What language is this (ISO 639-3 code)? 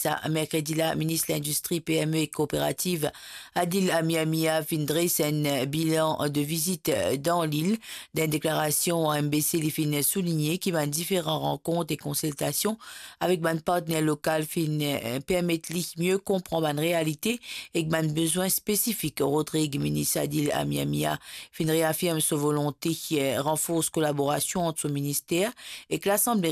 mfe